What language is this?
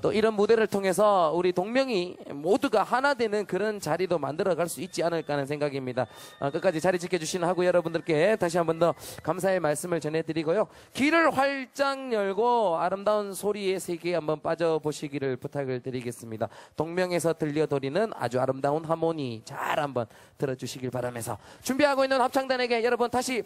Korean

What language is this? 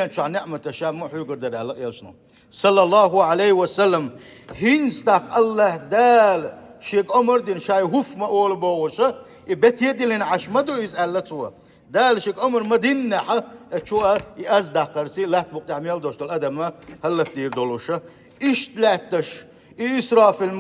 Chechen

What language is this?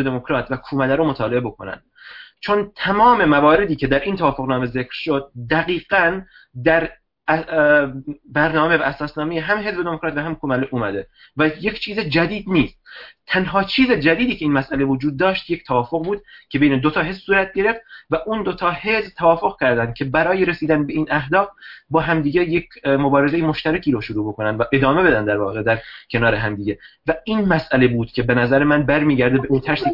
Persian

